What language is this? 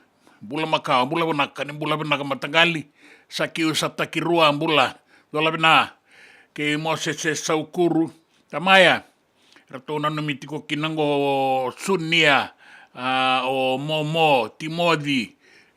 Fijian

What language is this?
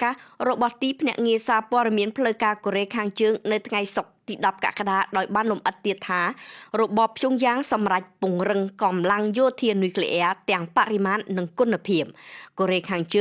Khmer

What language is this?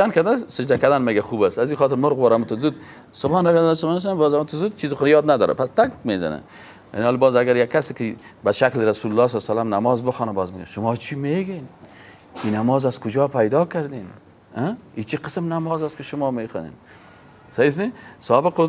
Persian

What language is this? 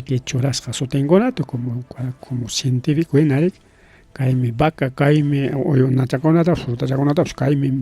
Ayacucho Quechua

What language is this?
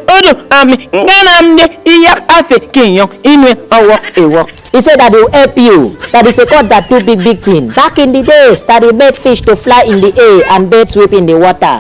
Efik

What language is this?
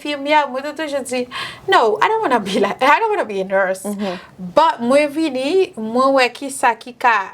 Haitian Creole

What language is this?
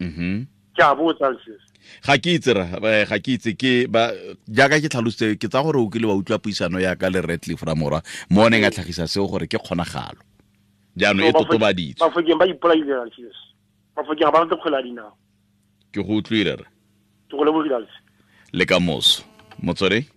Tswana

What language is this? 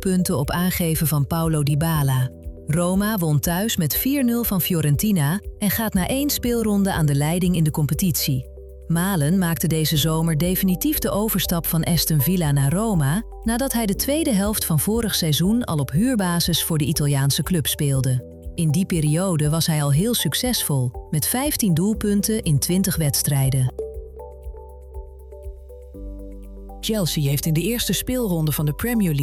Dutch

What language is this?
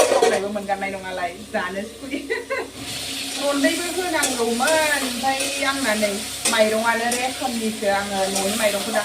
Bodo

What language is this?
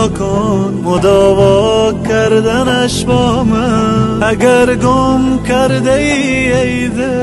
Persian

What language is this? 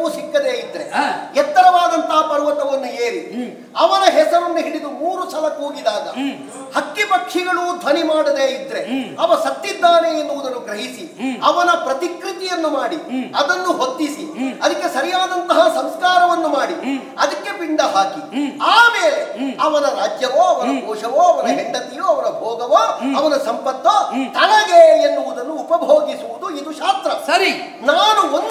Kannada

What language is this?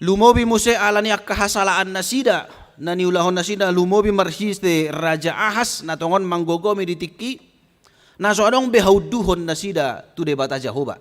Batak Toba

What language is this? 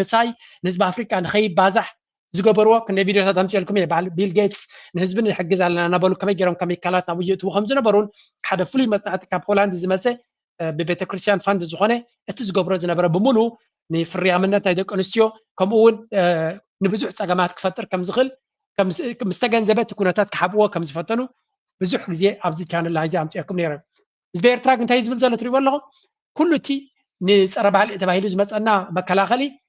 Tigrinya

